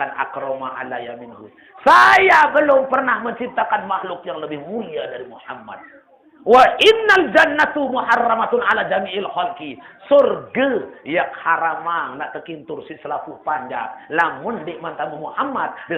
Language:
Sasak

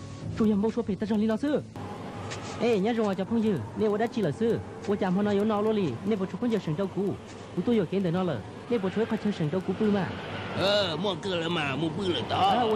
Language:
Hmong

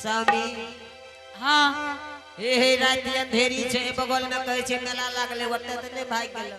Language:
Angika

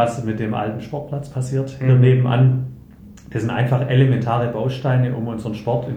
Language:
German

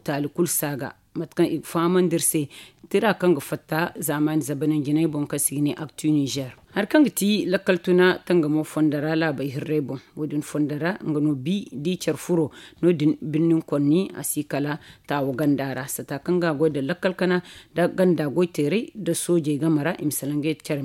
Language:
Zarma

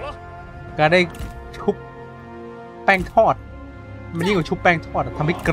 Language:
Thai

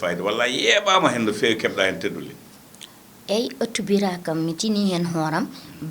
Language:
Fula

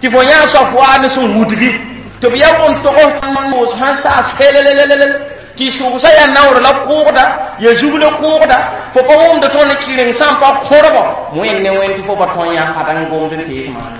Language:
Mossi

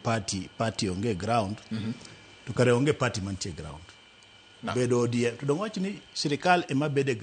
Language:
Luo (Kenya and Tanzania)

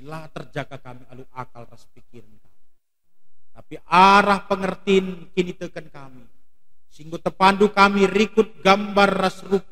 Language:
Batak Karo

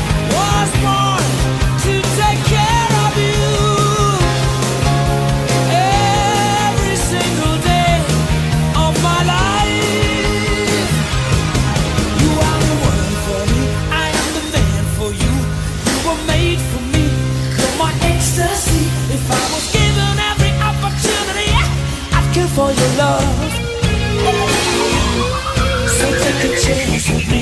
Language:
English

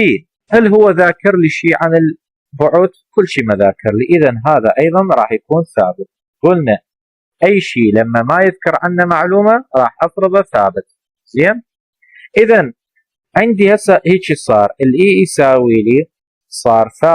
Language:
Mesopotamian Arabic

